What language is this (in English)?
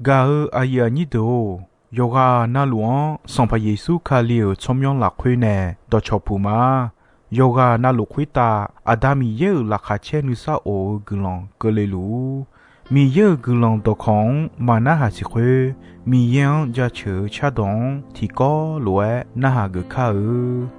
Akha